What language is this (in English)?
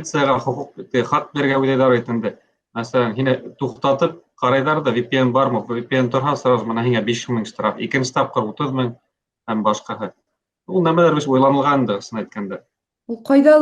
Bashkir